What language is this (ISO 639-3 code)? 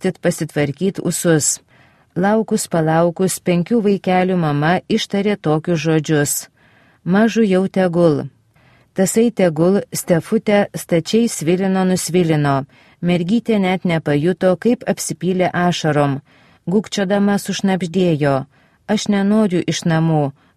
lit